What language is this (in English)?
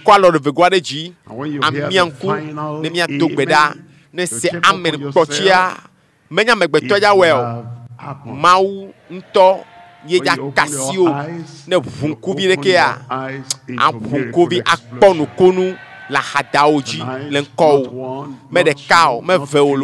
Ewe